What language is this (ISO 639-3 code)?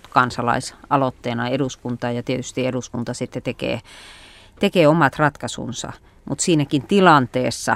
fin